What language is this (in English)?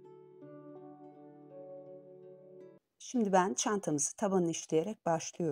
Turkish